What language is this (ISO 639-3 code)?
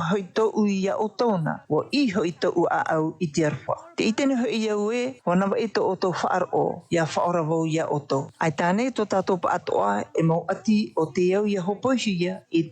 tah